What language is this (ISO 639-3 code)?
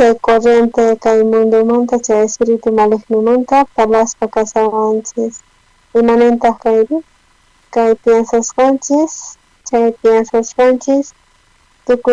quh